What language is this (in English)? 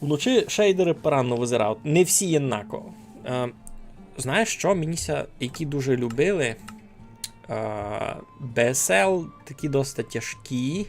Rusyn